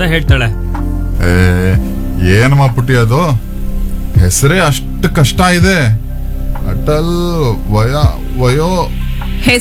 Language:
Kannada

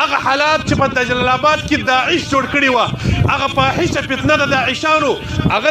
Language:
Pashto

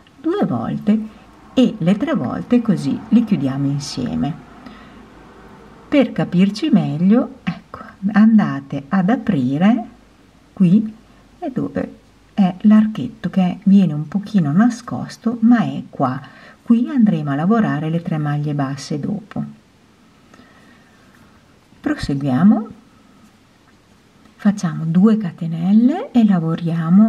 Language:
Italian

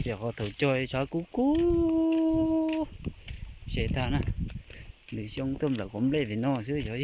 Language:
Hmong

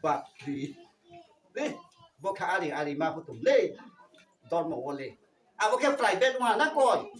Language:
Riang (India)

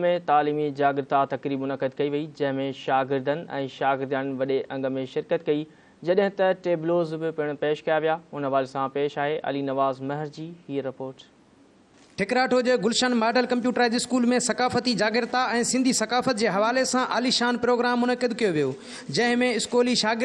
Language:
Sindhi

